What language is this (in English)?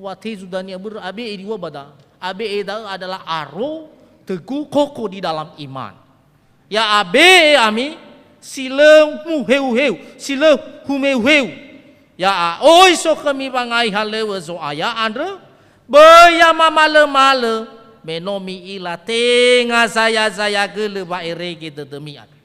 Nias